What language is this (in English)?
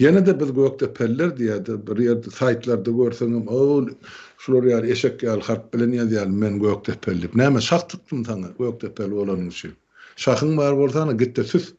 Turkmen